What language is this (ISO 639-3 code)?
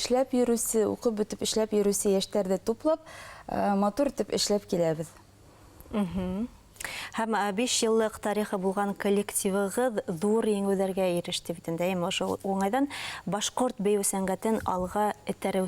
bak